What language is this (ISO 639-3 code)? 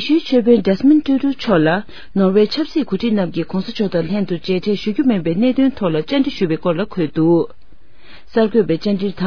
bod